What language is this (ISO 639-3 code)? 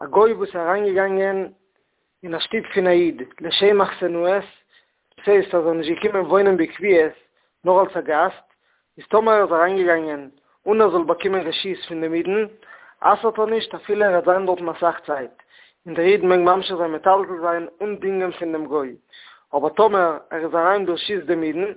yid